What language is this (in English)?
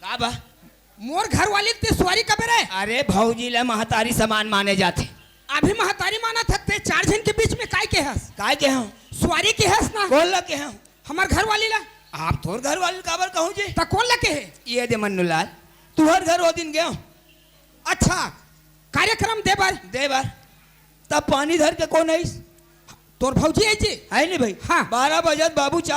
Chhattisgarhi